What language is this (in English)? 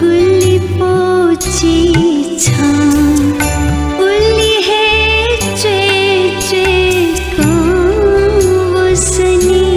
Newari